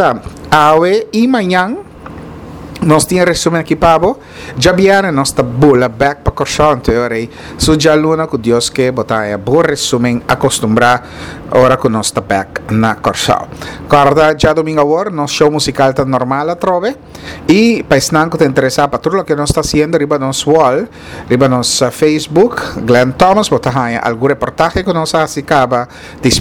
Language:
Papiamento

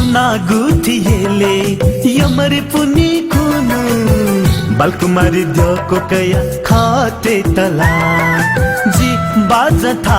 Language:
Newari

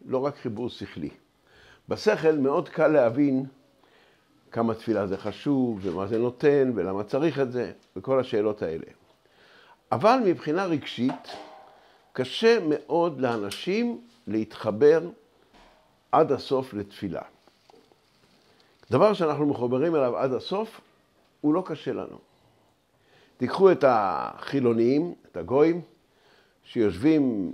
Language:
Hebrew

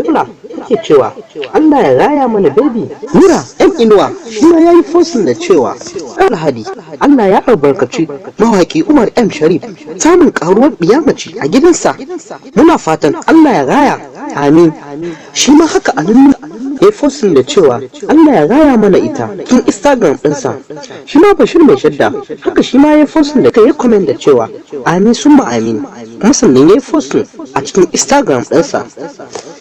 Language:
Hausa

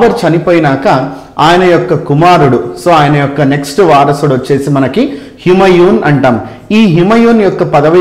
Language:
Telugu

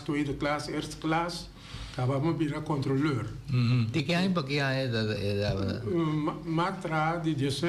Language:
Papiamento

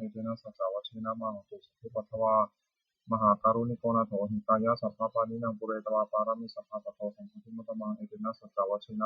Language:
Pali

